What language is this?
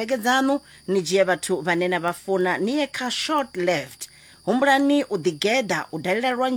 Venda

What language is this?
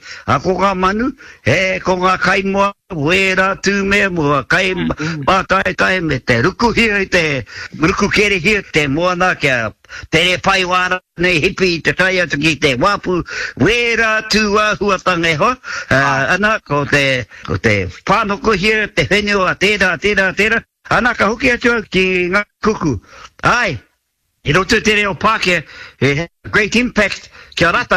Māori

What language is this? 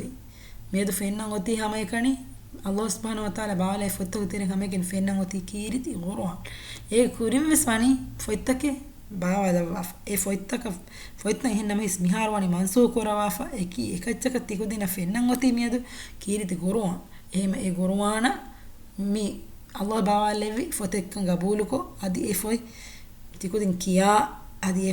Divehi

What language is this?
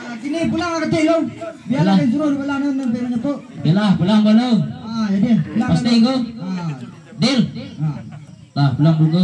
Minangkabau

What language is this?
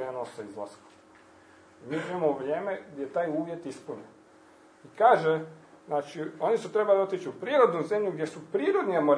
Croatian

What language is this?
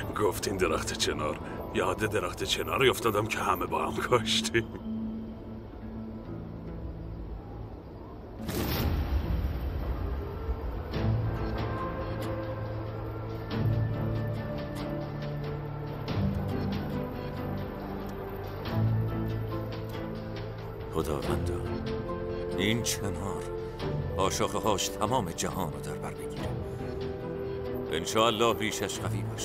Persian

